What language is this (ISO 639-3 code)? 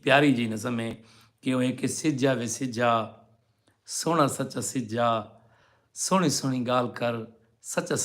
skr